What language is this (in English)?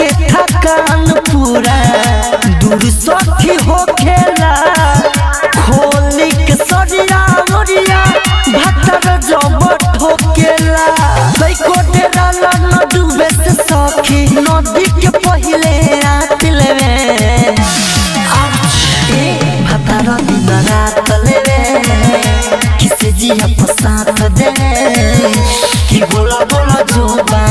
Bhojpuri